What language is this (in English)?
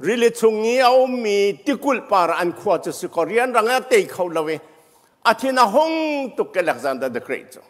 Hakha Chin